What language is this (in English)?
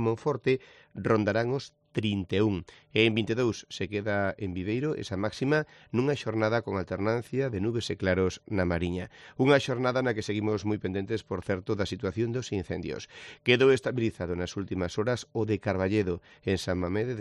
Galician